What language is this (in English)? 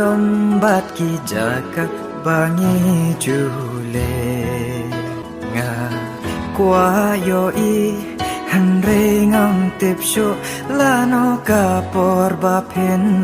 Khasi